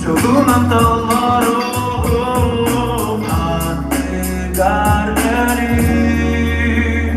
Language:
Yakut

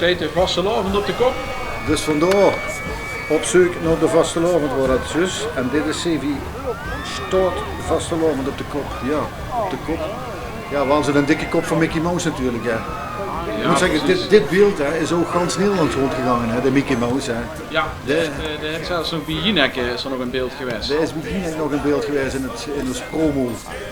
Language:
Limburgish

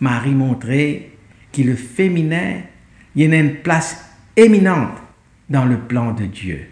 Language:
Morisyen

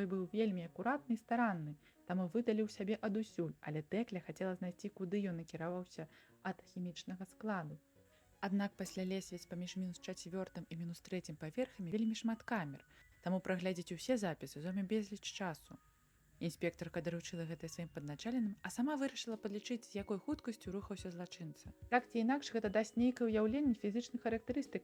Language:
Belarusian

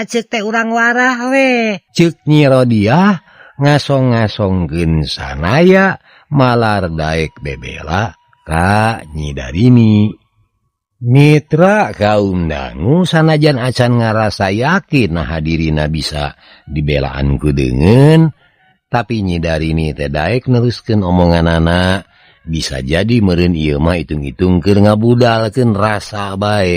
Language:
Sundanese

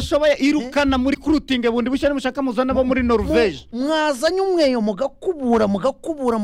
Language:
Kinyarwanda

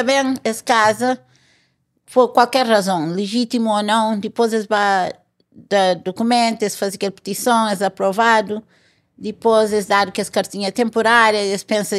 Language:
Kabuverdianu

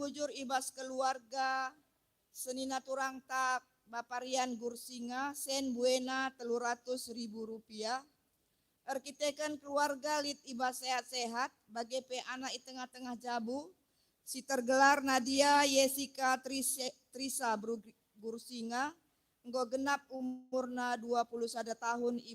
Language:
Batak Karo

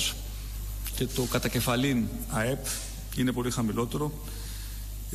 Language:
Greek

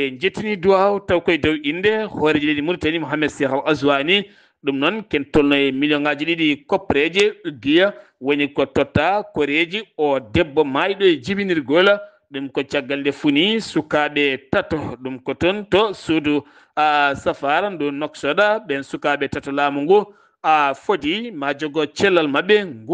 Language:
Fula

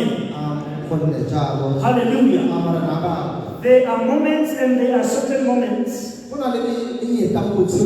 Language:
Tswana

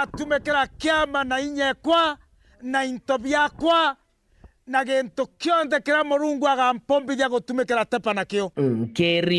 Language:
Meru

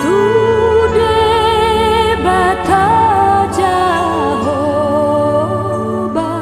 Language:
Batak Toba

